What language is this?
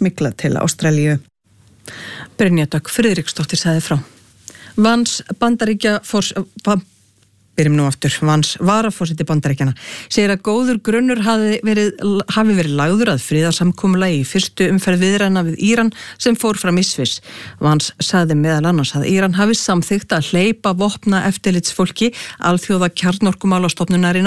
Icelandic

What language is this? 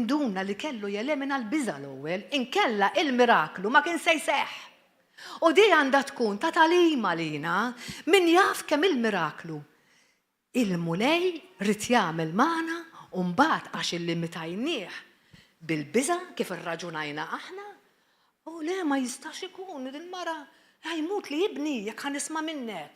Maltese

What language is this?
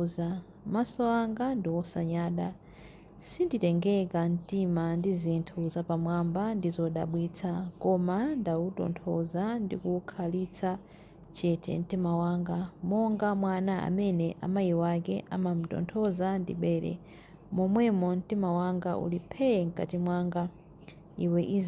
Nyanja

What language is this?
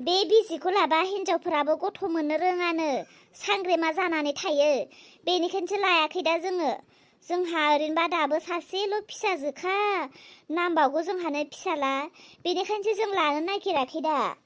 Bodo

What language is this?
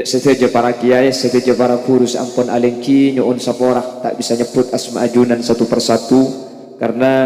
Madurese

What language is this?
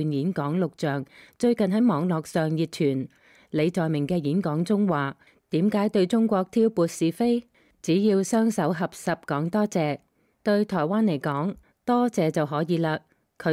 Cantonese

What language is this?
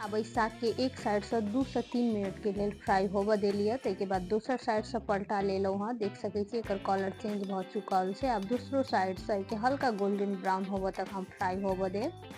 Maithili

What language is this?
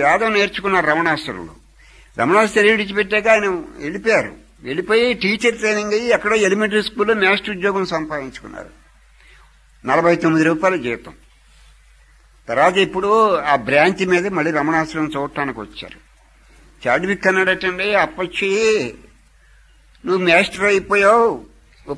Telugu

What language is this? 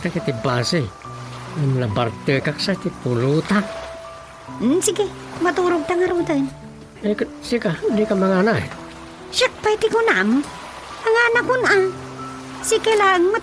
Iloko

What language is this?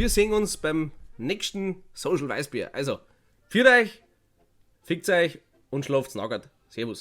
Bavarian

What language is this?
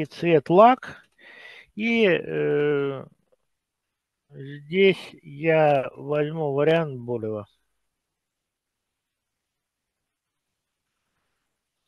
Russian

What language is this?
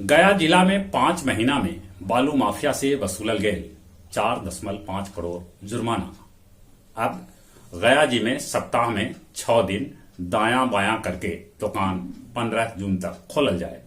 Magahi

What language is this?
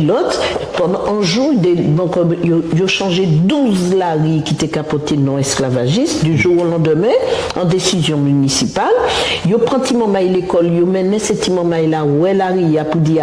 Guadeloupean Creole French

